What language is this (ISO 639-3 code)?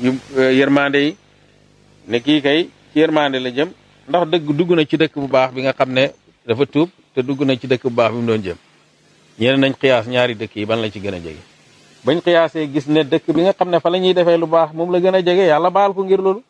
wol